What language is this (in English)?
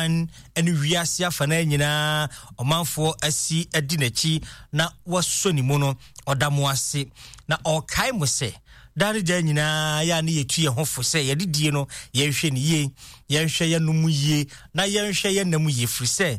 Akan